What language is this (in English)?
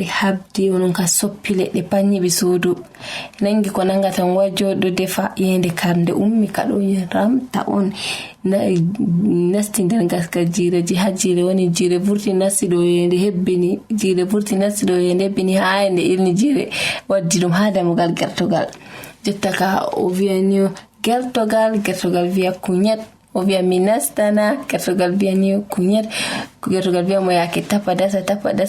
Fula